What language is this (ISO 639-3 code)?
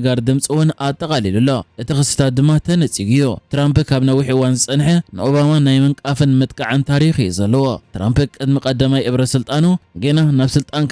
tir